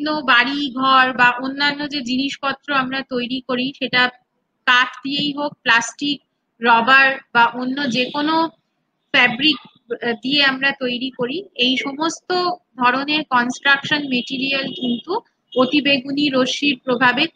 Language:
Bangla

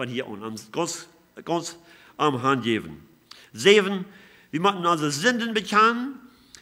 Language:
Plautdietsch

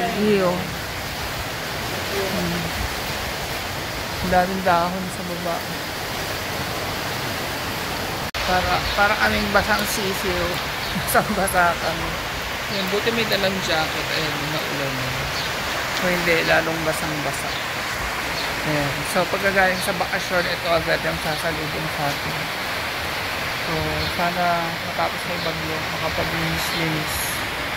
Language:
Filipino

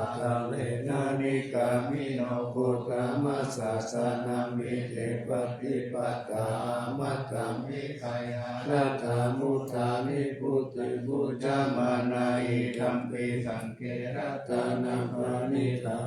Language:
Pali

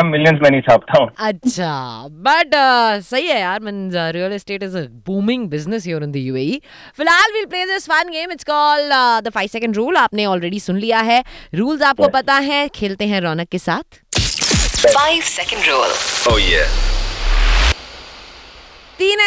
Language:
Hindi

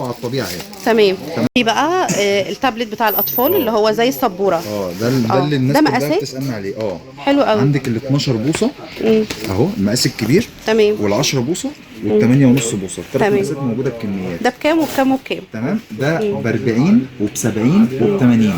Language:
Egyptian Arabic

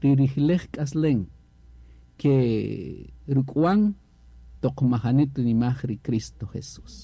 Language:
Kaqchikel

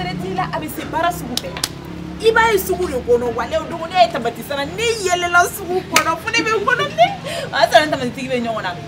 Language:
Bambara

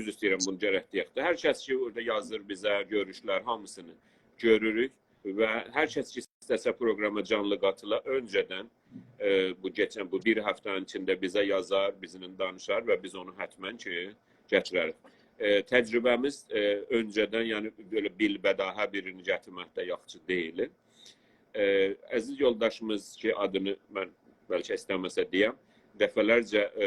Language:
South Azerbaijani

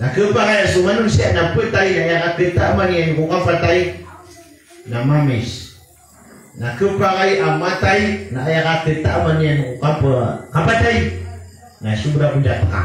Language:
Maranao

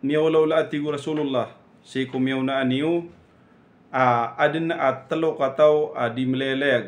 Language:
Maranao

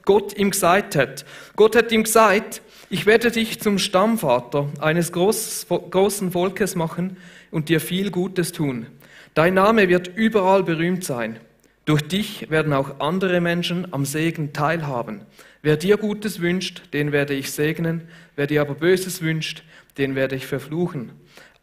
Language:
Swiss German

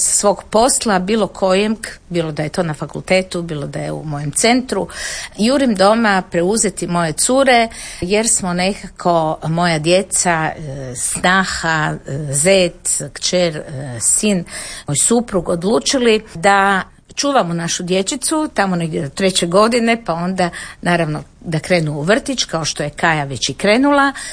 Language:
Croatian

